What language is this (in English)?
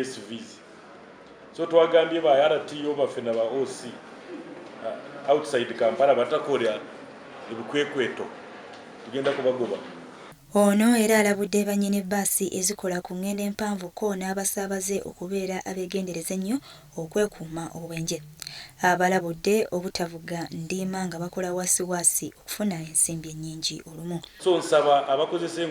Ganda